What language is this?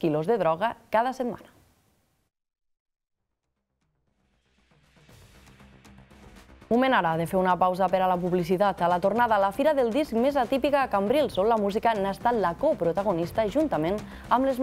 Catalan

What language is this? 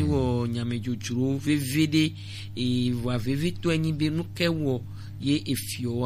Gen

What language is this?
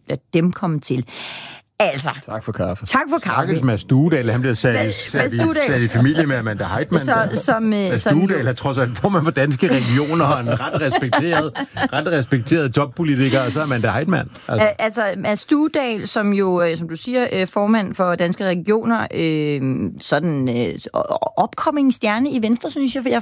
Danish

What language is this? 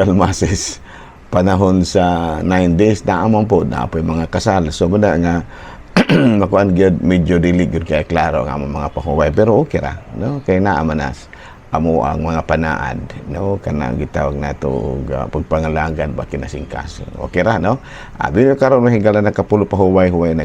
Cebuano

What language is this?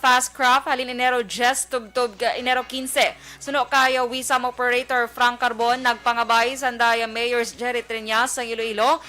Hiligaynon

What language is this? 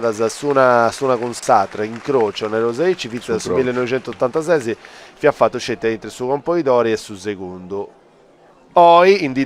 Sardinian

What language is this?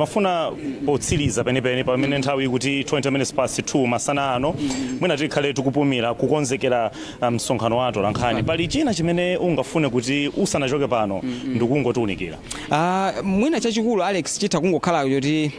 Nyanja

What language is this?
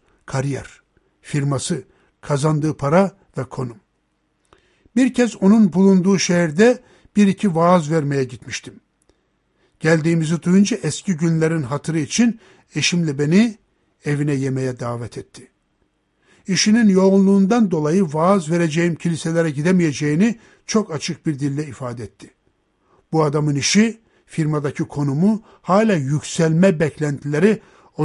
Turkish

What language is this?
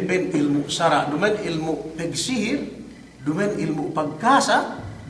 Yakan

